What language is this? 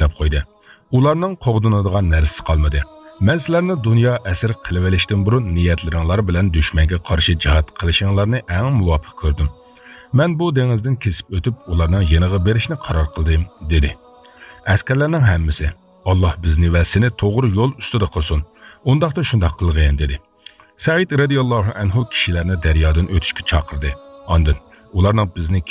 Uyghur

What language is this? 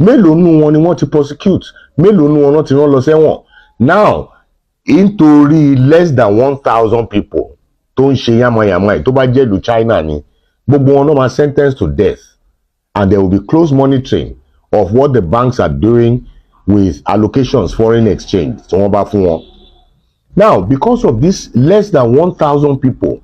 Yoruba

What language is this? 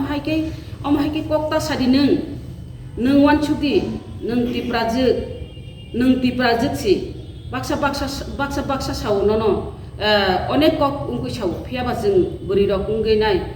Kok Borok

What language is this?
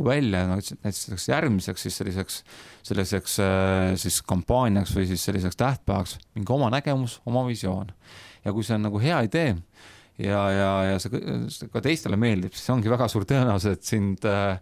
Estonian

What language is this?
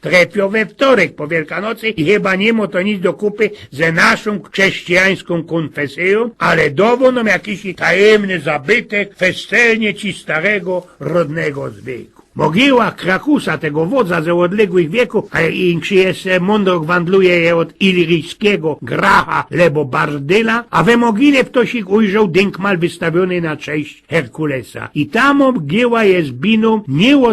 Silesian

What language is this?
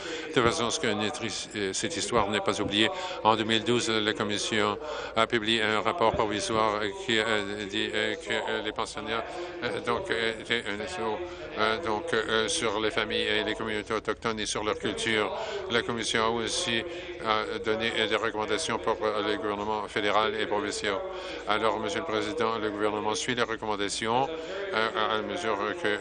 French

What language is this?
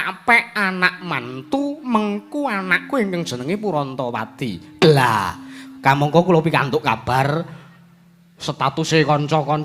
Javanese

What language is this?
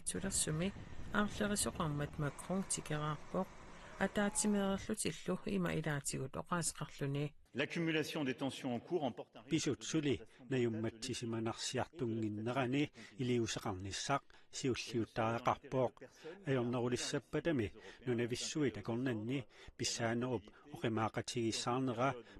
Kalaallisut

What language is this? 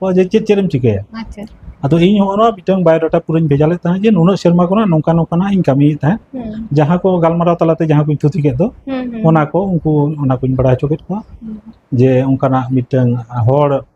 Santali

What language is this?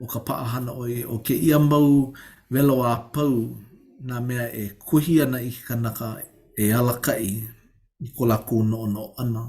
Hawaiian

